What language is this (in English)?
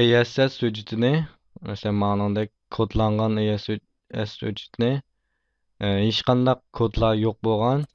Uyghur